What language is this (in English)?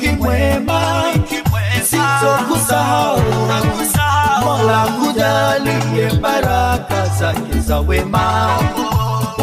Swahili